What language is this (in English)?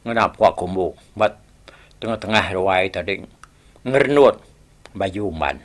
Iban